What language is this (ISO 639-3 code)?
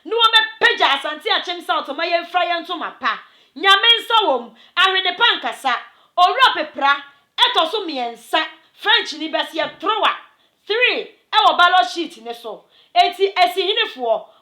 aka